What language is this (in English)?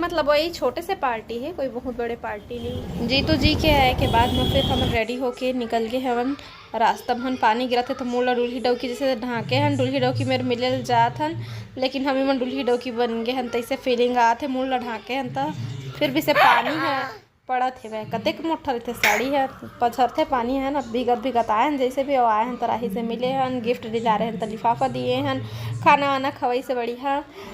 Chhattisgarhi